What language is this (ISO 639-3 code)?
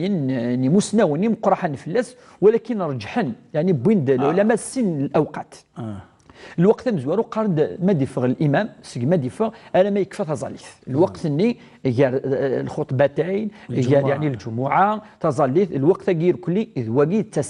kab